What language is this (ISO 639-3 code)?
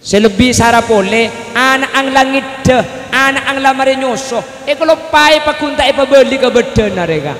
mad